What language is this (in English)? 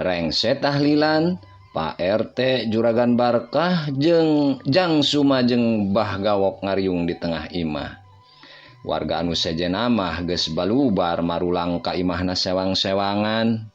Sundanese